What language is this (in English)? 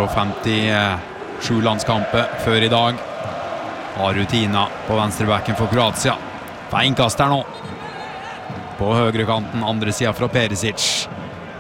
Norwegian